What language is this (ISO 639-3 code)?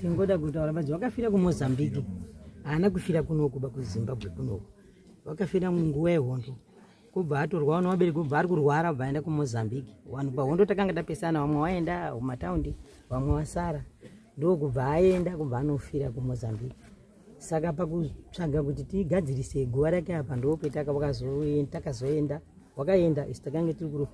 sna